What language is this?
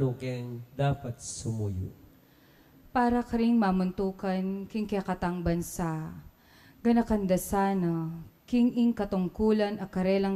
Pampanga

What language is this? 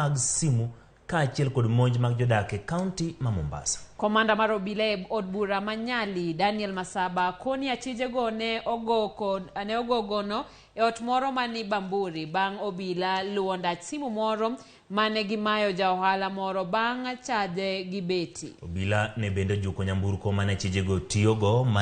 Luo (Kenya and Tanzania)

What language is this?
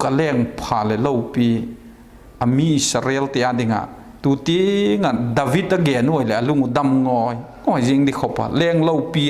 Vaiphei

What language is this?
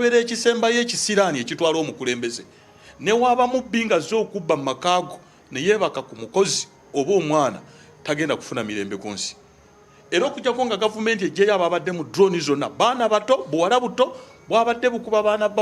Ganda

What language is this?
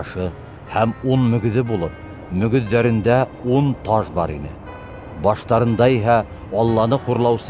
Bashkir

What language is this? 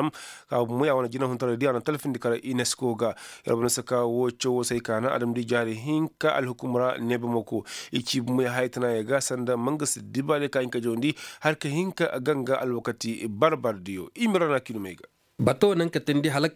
Koyraboro Senni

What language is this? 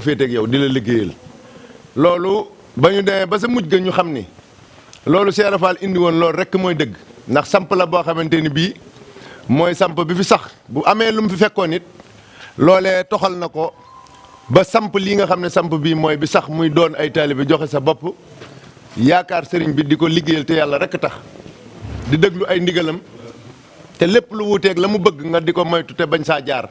Wolof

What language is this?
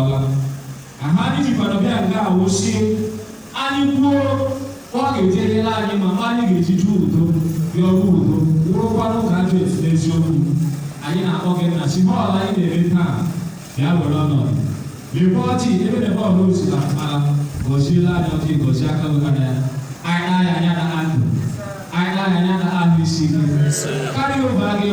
Igbo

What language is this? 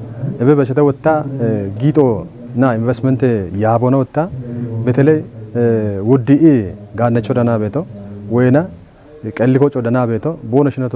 Kafa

